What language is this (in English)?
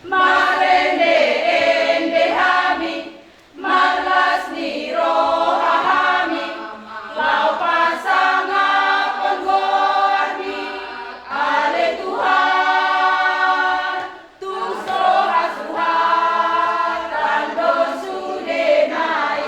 Batak Toba